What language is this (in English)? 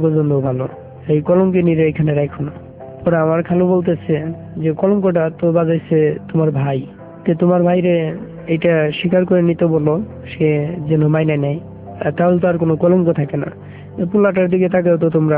Bangla